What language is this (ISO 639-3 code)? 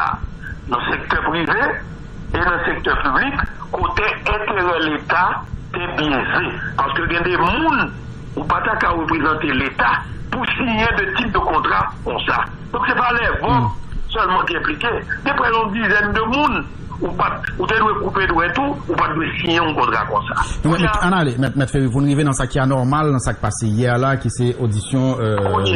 hat